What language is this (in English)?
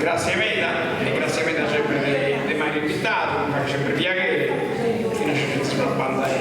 Sardinian